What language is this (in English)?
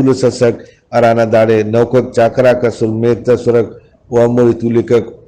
Brahui